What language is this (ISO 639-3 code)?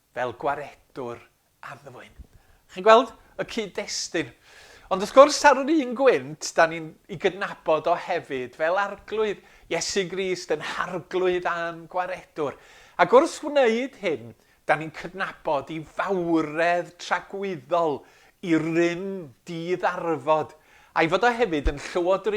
cym